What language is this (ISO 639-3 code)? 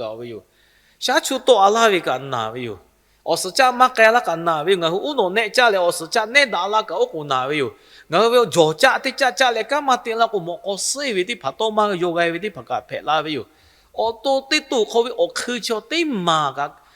lhu